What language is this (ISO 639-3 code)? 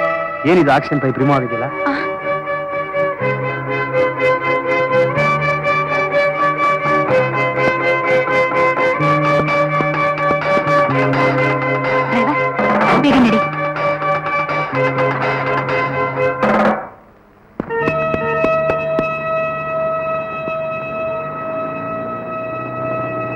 kan